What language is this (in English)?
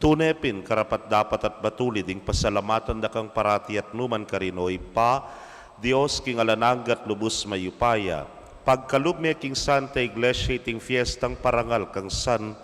Pampanga